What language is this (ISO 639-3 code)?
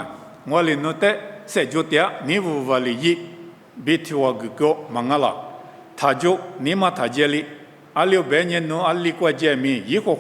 lis